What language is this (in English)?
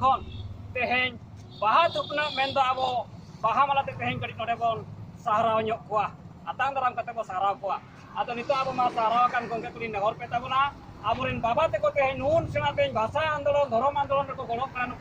Santali